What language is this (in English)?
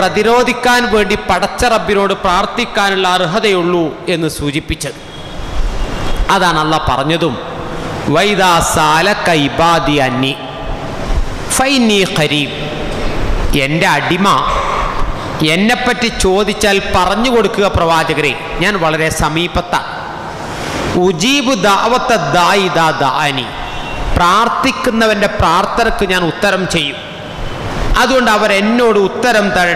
Malayalam